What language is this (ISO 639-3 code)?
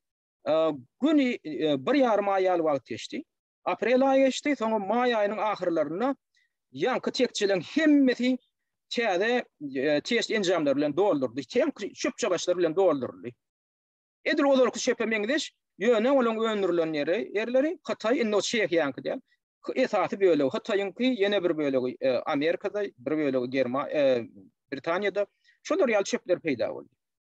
tuk